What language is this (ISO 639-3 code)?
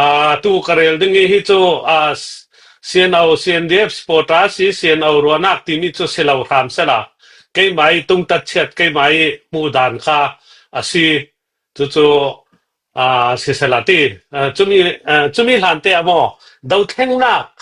cfm